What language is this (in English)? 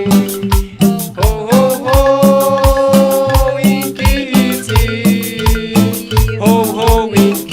Poqomchi'